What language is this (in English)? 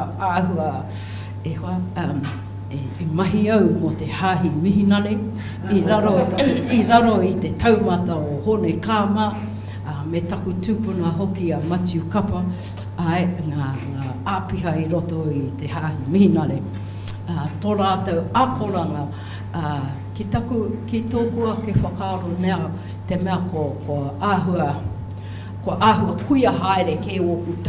Māori